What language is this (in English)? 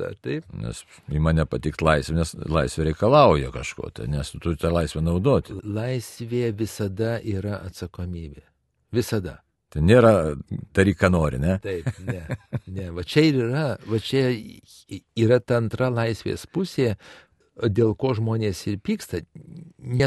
Lithuanian